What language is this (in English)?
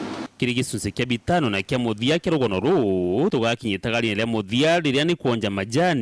Meru